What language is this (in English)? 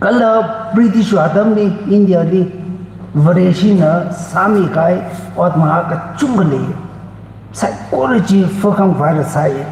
Tangkhul Naga (India)